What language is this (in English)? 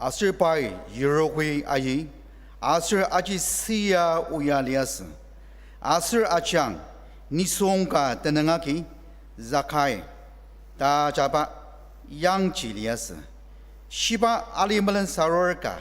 Ao Naga